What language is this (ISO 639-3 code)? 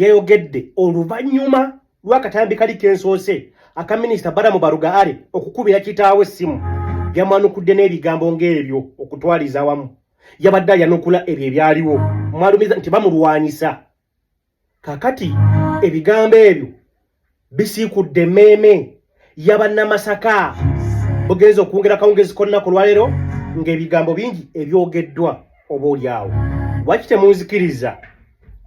lug